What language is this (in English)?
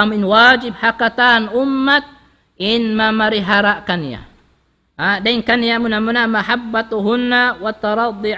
Tausug